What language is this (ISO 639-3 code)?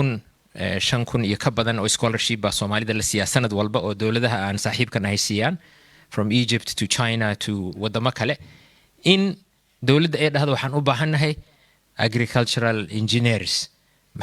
som